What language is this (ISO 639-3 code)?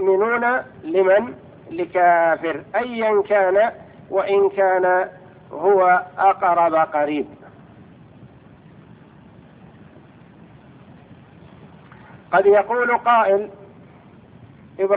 ara